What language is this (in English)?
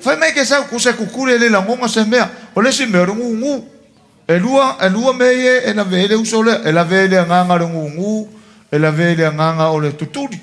Samoan